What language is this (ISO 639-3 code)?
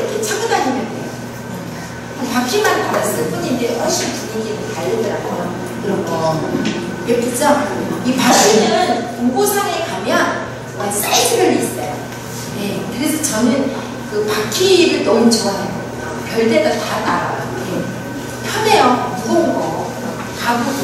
kor